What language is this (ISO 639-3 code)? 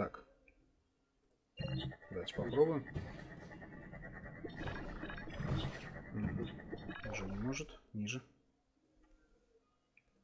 rus